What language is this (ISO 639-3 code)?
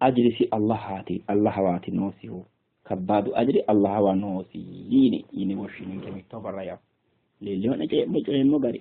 sid